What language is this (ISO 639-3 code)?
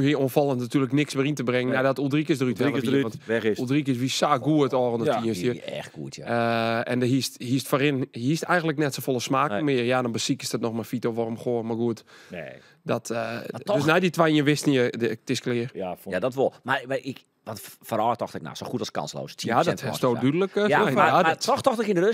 fry